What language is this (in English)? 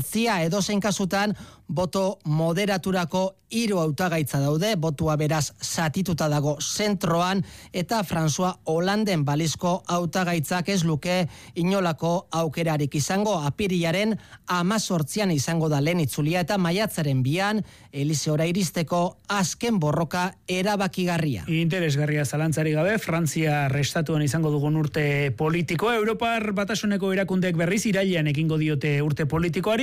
Basque